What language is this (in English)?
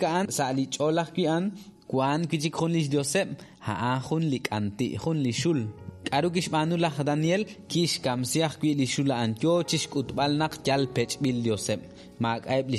Kekchí